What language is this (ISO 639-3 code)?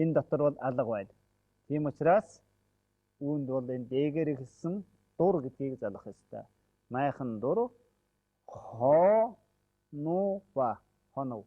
mon